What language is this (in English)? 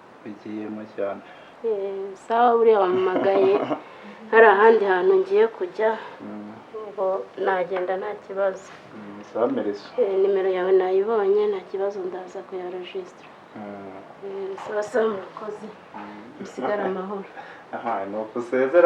Kinyarwanda